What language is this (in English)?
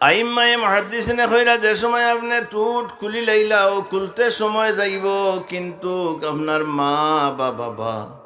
Sylheti